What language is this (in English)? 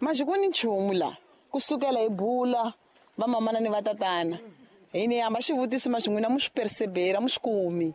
Tsonga